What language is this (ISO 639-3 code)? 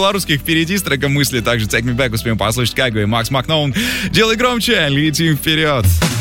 rus